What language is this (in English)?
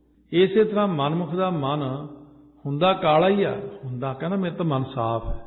Punjabi